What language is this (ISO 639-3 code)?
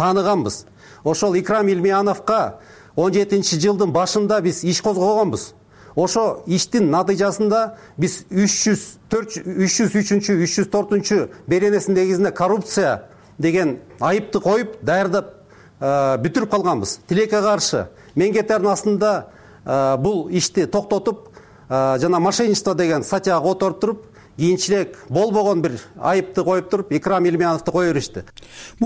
kir